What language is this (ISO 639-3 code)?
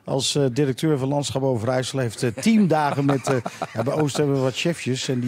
nld